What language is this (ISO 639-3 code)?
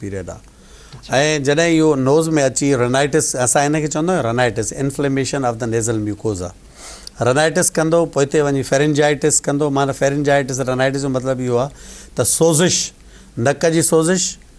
snd